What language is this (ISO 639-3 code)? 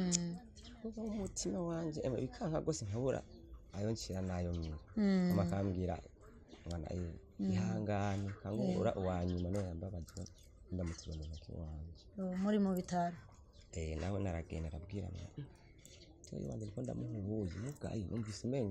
run